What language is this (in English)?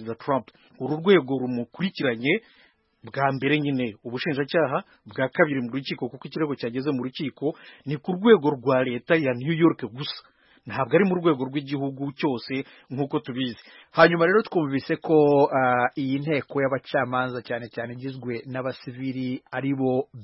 Kinyarwanda